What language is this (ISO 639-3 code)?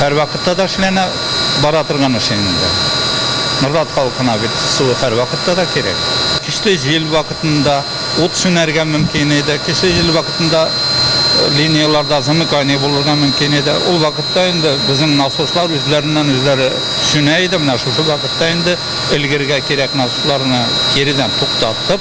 tat